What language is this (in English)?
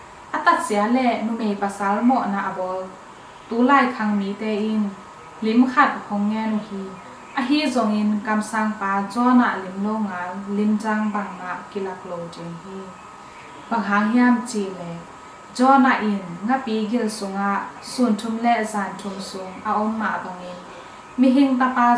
Tedim Chin